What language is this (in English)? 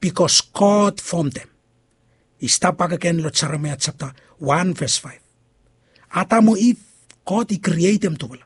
Bislama